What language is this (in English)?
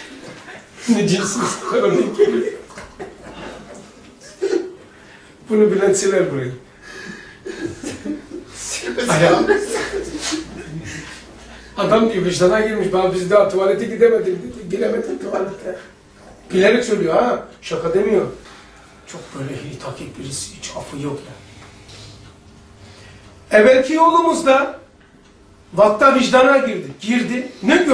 Turkish